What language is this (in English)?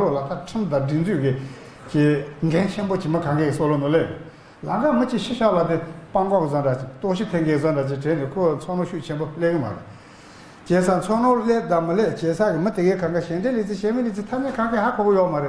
Tibetan